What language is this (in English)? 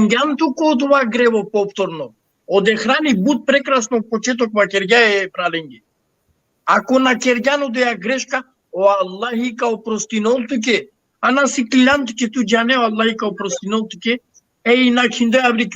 Balkan Romani